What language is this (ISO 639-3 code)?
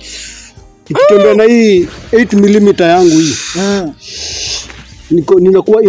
swa